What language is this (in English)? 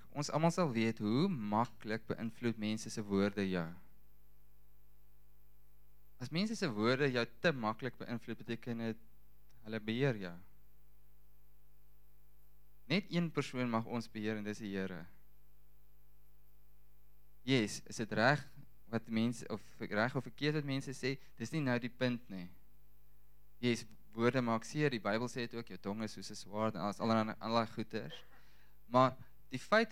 Afrikaans